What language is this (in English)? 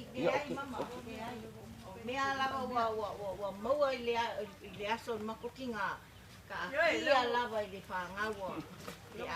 Samoan